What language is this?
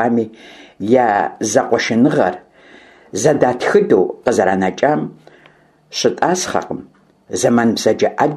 Kabardian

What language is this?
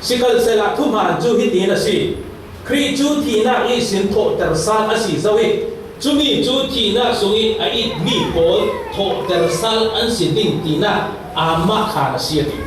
Falam Chin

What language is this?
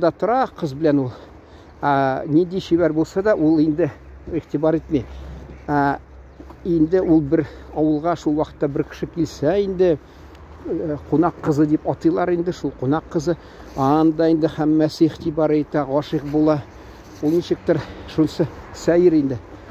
Tatar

